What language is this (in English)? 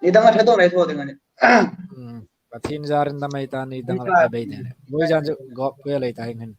Hmar